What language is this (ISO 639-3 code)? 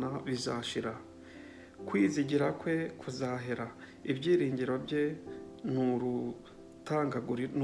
kin